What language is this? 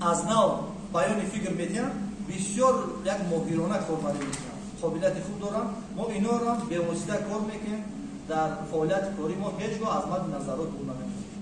Tajik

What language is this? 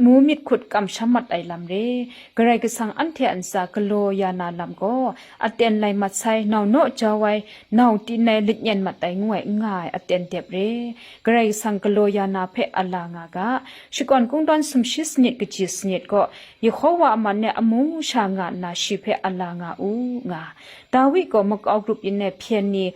Kachin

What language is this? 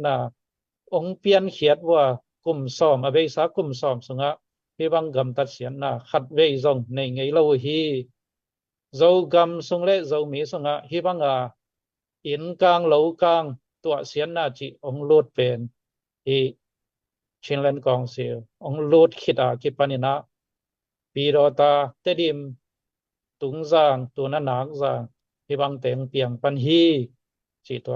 Tedim Chin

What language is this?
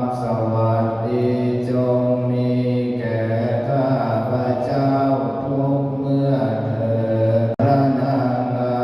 Pali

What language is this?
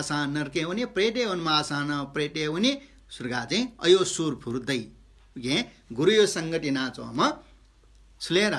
Newari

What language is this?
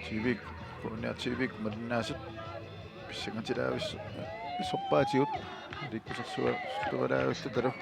Kalaallisut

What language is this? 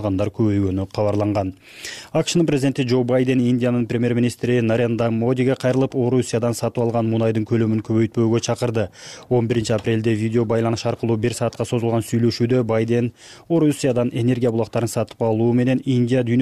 Kyrgyz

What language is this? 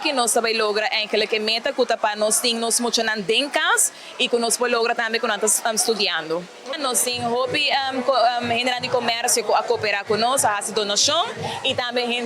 Papiamento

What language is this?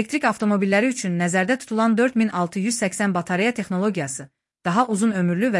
Azerbaijani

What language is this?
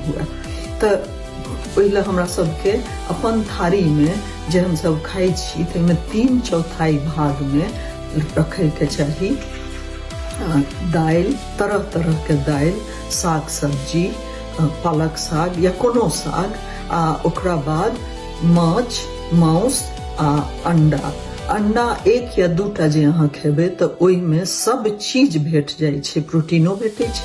Maithili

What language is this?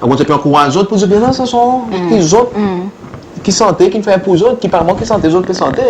Seselwa Creole French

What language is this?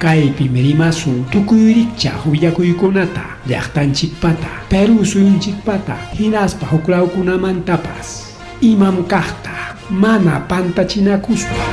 Ayacucho Quechua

